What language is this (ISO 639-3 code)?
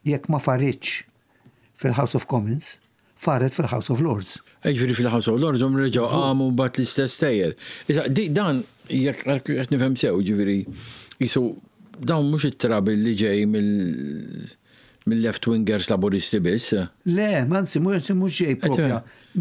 mlt